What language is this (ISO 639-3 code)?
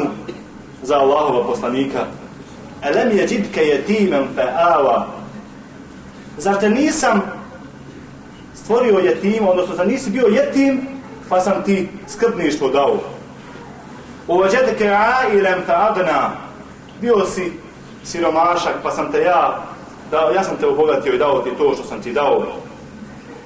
bos